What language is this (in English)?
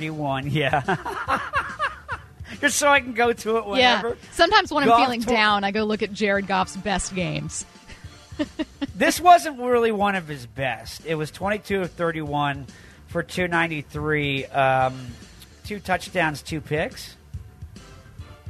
English